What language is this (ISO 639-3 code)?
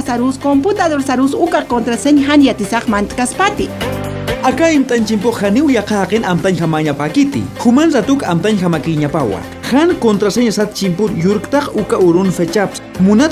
aym